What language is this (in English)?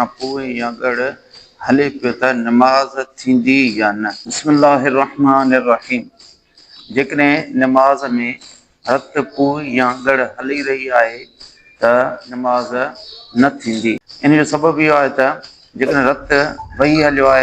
Sindhi